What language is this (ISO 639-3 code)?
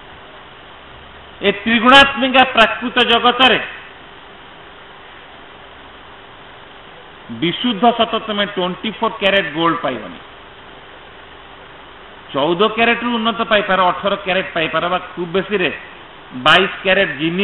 ori